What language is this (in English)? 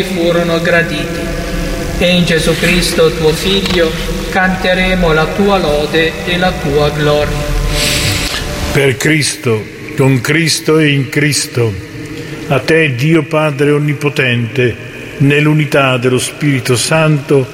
Italian